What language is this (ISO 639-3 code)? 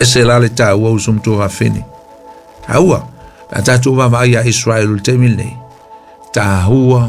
smo